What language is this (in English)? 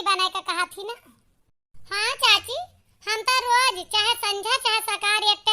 Awadhi